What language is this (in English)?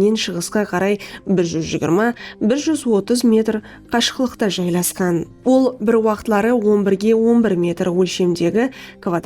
Kara-Kalpak